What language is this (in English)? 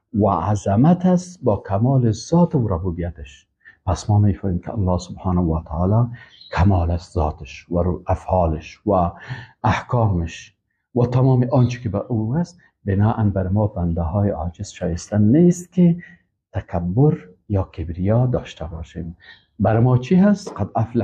Persian